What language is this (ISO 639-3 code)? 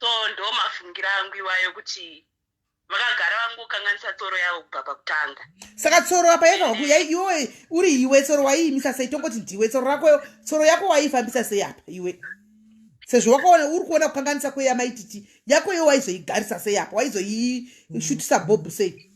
sna